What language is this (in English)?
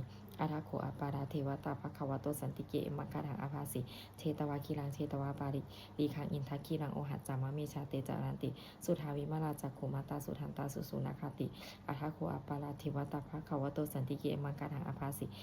Pali